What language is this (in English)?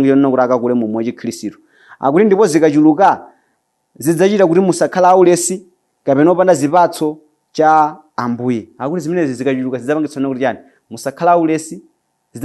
Nyanja